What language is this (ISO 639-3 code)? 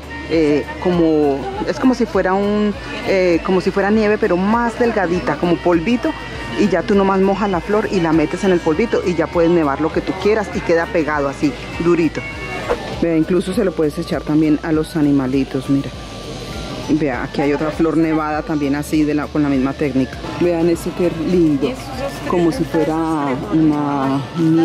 spa